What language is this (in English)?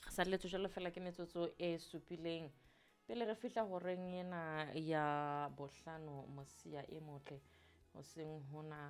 Southern Sotho